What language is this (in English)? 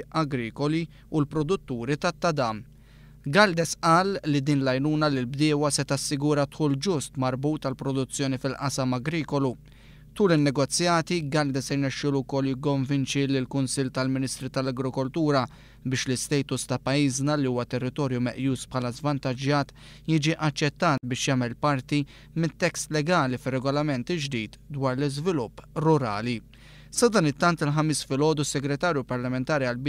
Maltese